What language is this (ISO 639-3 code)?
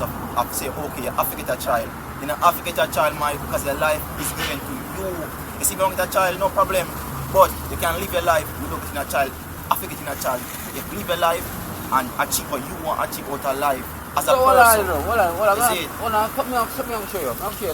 jam